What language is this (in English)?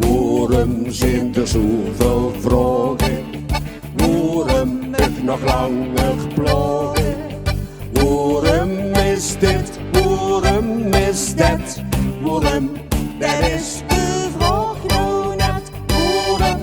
Limburgish